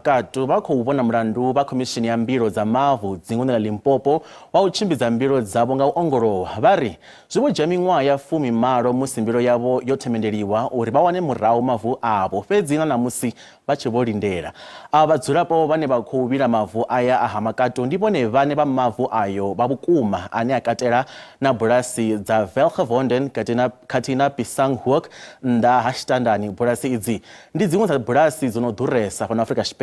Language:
Venda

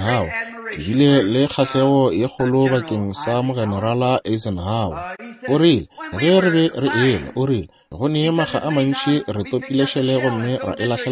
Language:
Northern Sotho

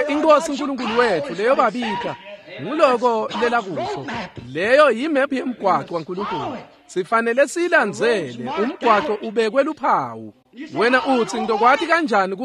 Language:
Swati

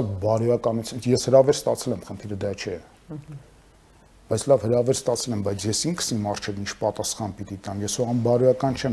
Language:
Armenian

